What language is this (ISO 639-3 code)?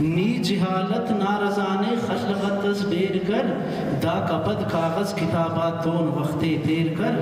brh